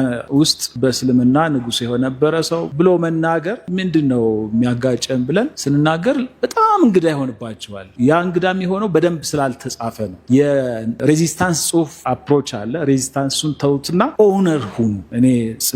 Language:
Amharic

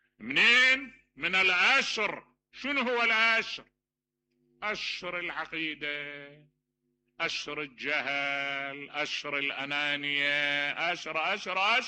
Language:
Mesopotamian Arabic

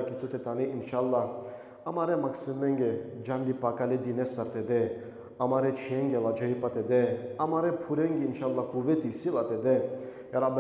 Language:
Balkan Romani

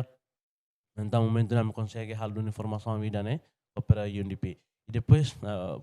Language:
Tetum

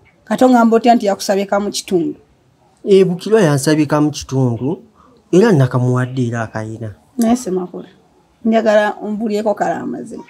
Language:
Ganda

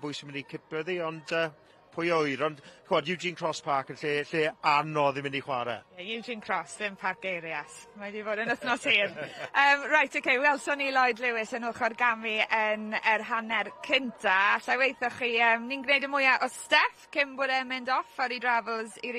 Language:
Welsh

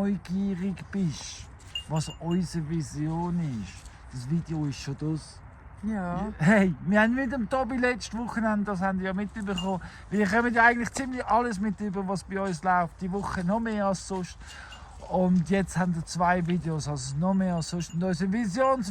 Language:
Swiss German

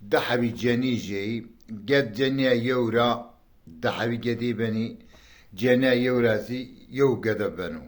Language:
Zaza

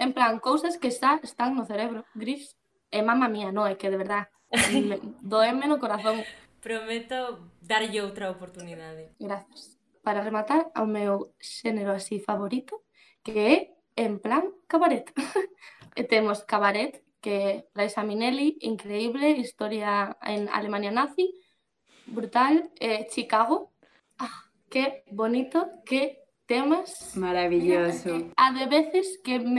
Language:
Galician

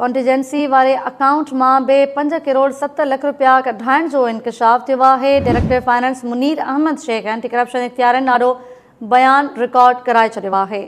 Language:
Sindhi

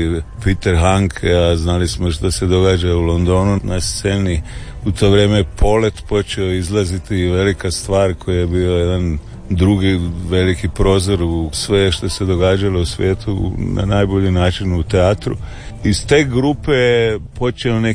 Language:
Croatian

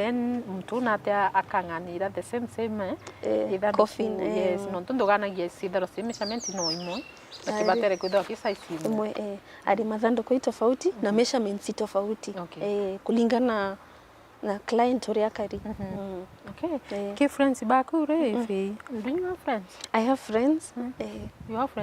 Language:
Meru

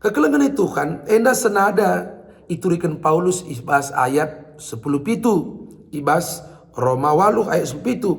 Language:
Batak Karo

